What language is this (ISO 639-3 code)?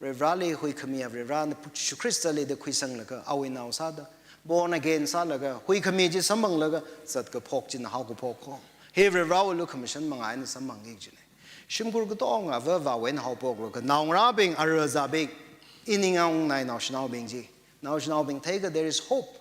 nmf